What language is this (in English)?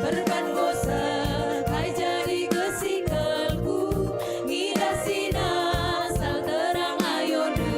Batak Karo